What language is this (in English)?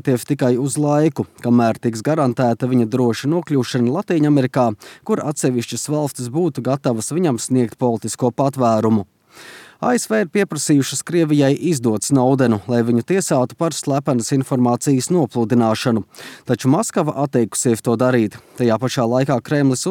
Latvian